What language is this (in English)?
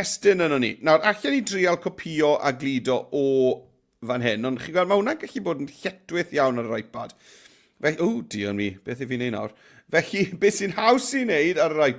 Welsh